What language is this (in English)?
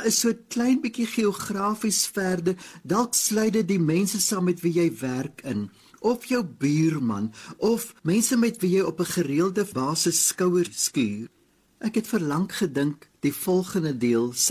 Afrikaans